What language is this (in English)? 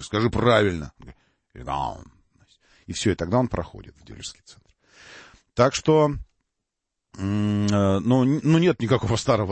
Russian